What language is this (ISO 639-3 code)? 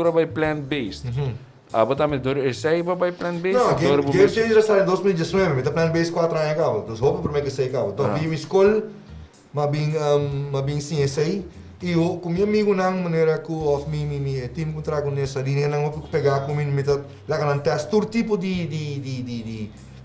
pap